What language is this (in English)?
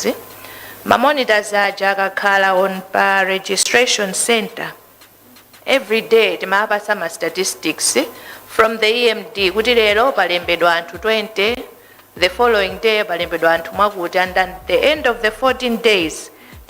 Nyanja